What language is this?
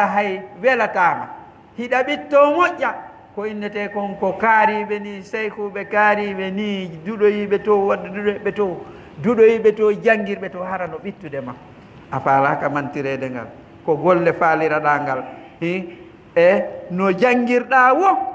Pular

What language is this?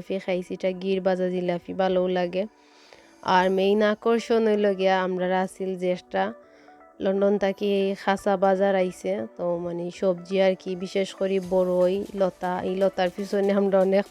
Sylheti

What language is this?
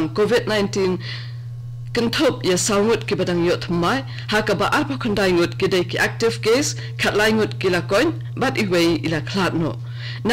Khasi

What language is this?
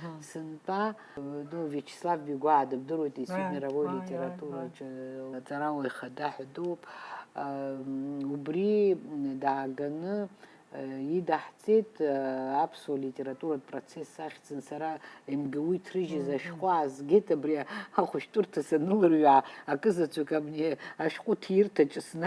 Abkhazian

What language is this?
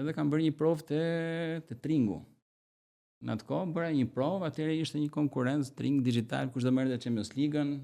Albanian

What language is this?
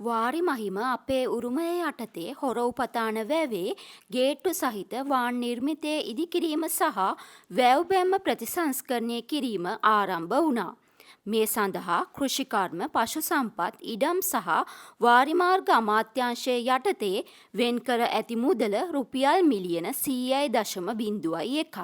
Sinhala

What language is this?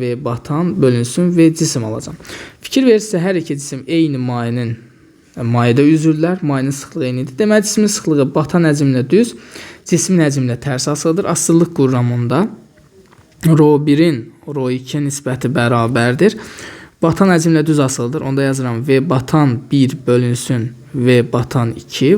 Azerbaijani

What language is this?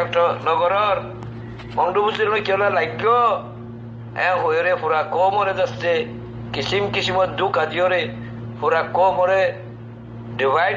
Rohingya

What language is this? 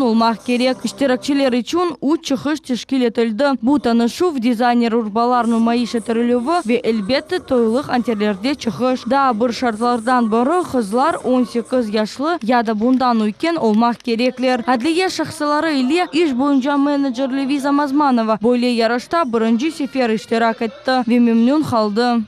Crimean Tatar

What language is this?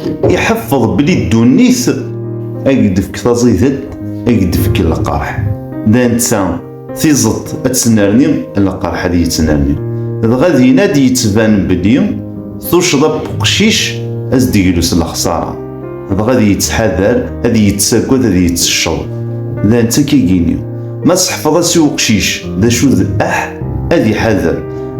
Kabyle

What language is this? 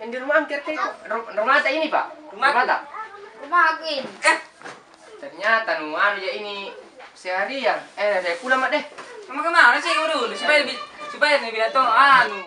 Makassar Malay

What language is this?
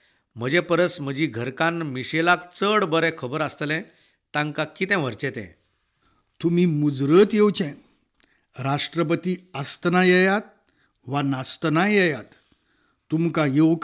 Konkani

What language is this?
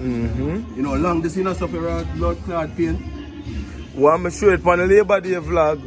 Jamaican Creole English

